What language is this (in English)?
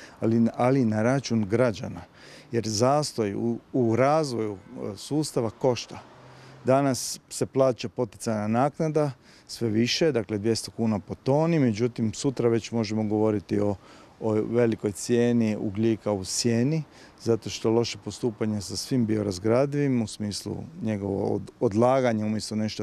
Croatian